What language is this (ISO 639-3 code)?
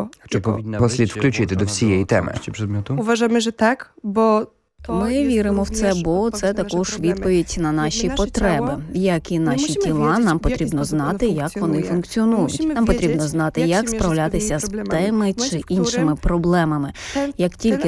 ukr